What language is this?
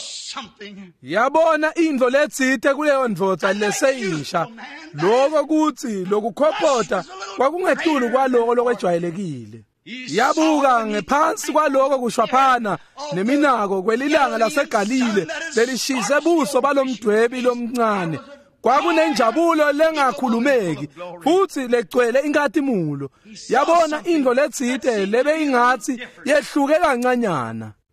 Swati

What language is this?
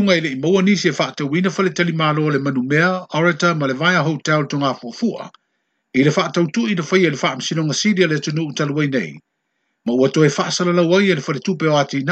Samoan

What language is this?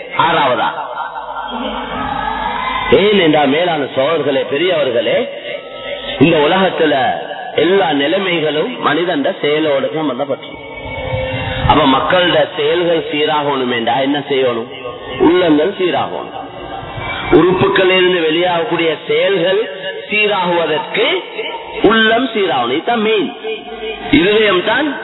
Tamil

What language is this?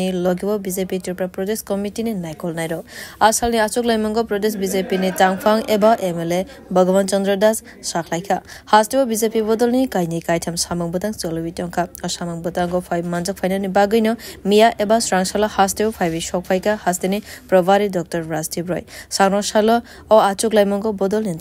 Kok Borok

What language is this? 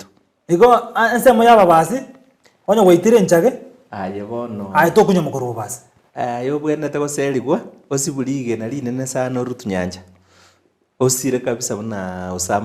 Gusii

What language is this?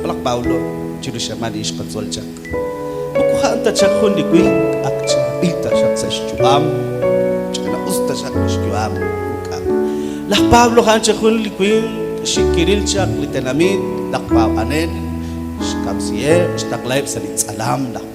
Kekchí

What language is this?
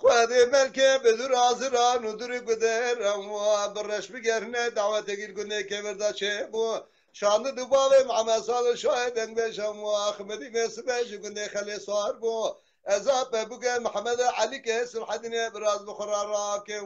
Kurdish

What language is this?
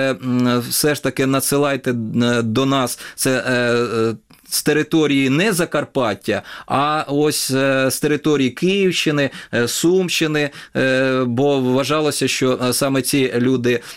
Ukrainian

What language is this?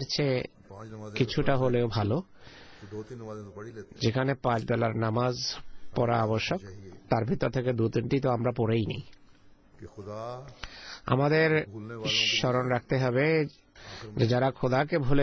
Bangla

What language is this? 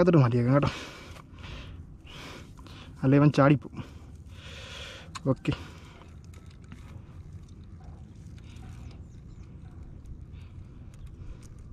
Malayalam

